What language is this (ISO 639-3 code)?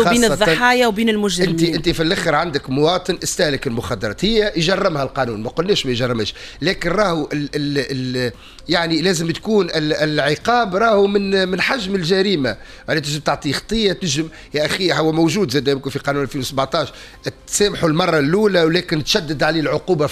aeb